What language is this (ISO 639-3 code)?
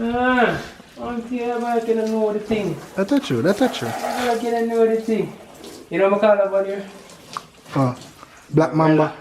jam